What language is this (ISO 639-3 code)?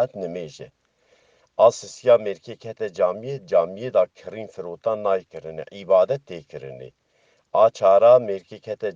kur